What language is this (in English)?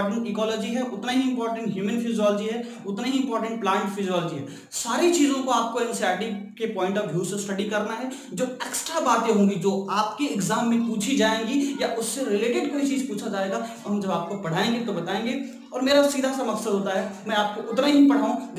Hindi